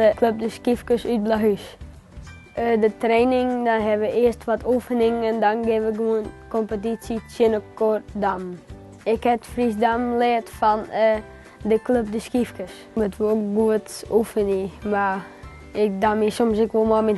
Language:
Western Frisian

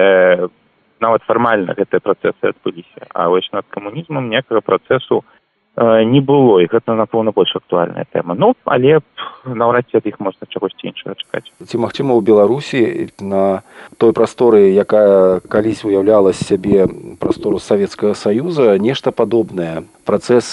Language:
Belarusian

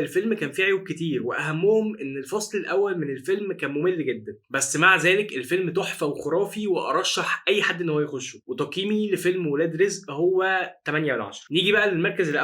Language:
Egyptian Arabic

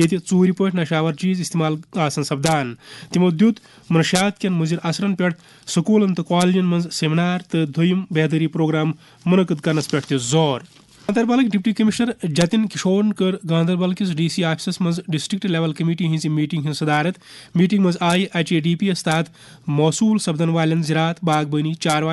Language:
Kashmiri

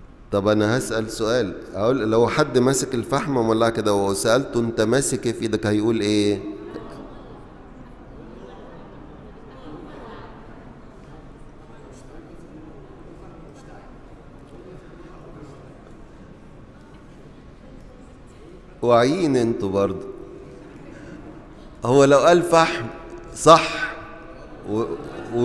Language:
Egyptian Arabic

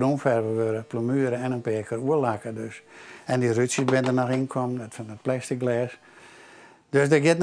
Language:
Western Frisian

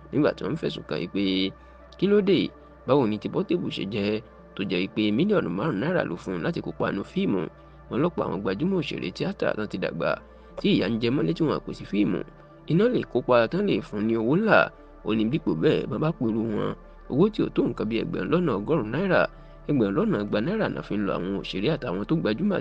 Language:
Yoruba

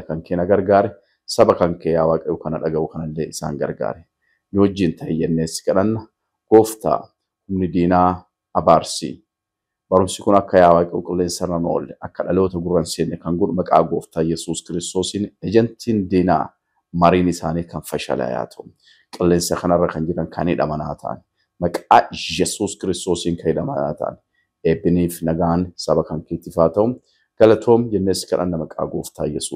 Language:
Oromo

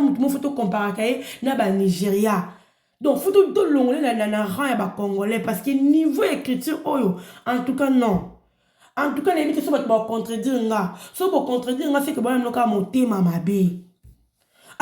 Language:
Lingala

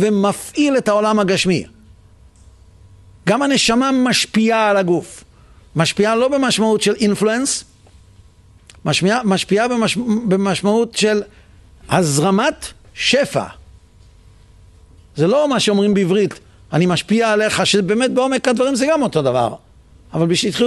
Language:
Hebrew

